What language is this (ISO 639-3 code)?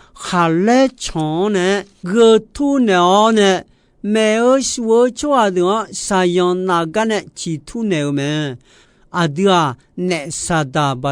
ahk